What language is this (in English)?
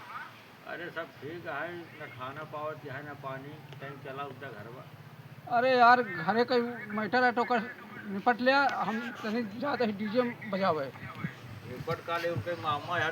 Awadhi